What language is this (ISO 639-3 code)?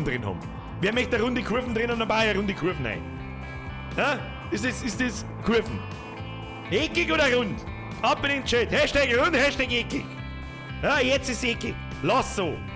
bar